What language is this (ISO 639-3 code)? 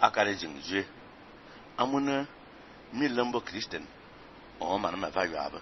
fan